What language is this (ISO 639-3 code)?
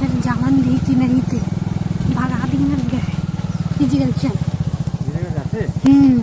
hne